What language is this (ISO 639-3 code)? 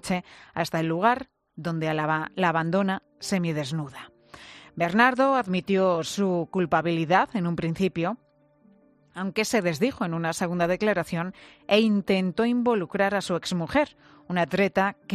spa